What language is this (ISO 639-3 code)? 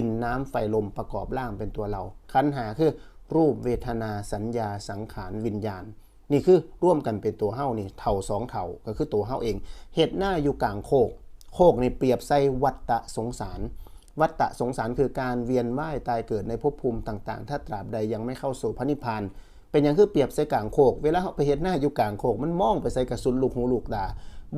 tts